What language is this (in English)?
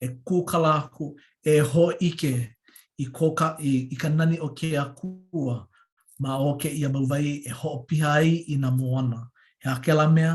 Hawaiian